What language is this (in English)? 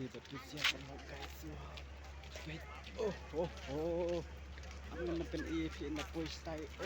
Khasi